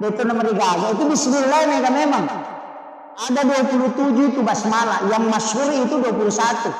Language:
Buginese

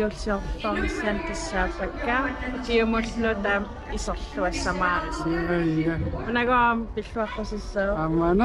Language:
Kalaallisut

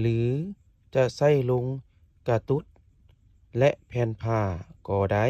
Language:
Lao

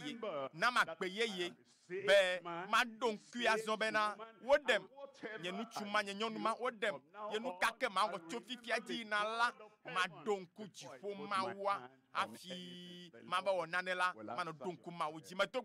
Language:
Ewe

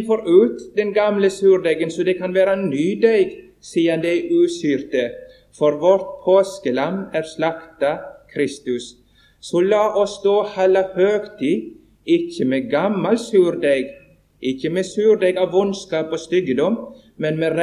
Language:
Norwegian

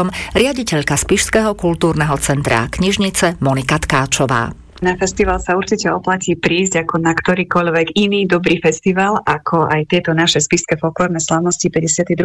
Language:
Slovak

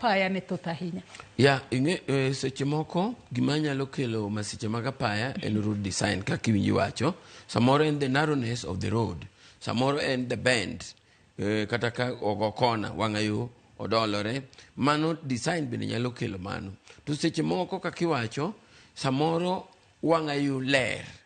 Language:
Luo (Kenya and Tanzania)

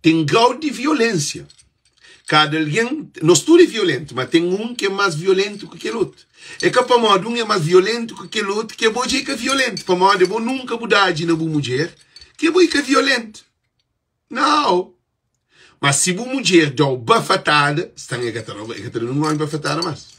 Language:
Kabuverdianu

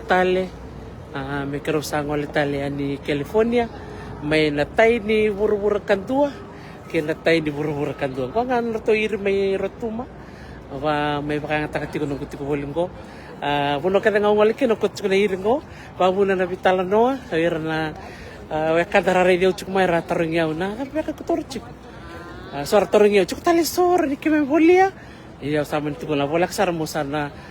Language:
Fijian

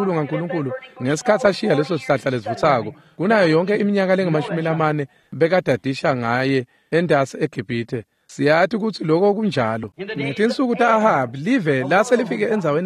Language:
Swati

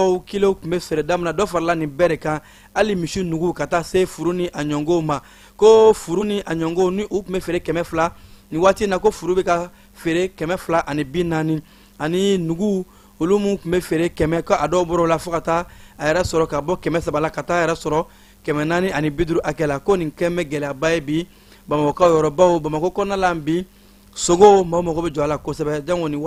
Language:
Bambara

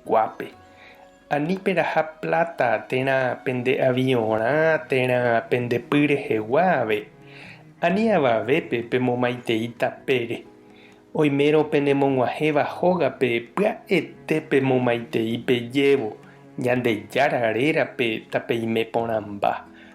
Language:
Guarani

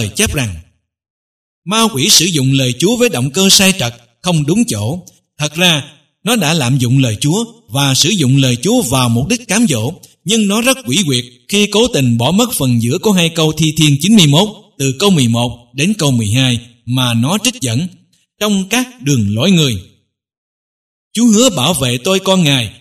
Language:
Vietnamese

